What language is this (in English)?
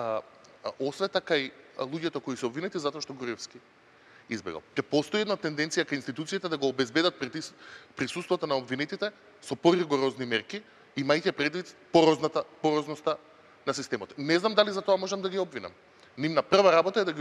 Macedonian